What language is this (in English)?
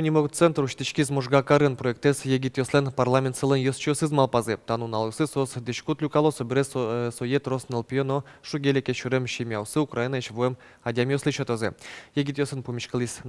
Udmurt